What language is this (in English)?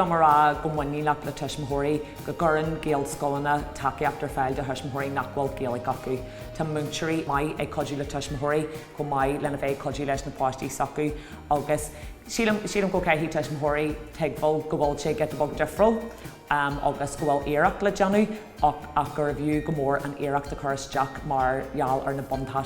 Irish